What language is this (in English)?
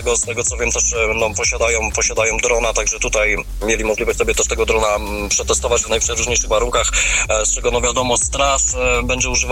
Polish